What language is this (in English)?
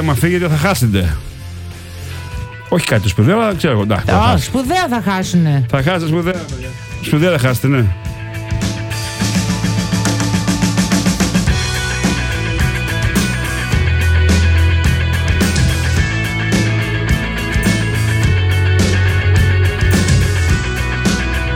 Greek